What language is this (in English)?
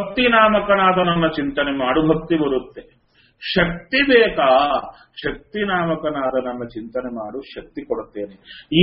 Kannada